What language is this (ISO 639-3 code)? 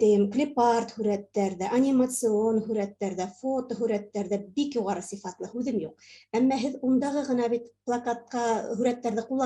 bak